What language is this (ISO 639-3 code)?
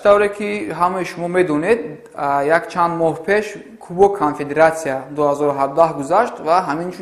tgk